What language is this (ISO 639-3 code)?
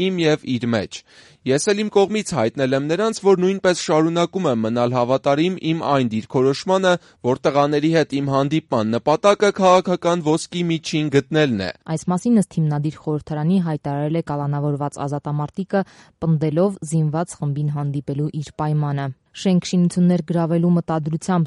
hye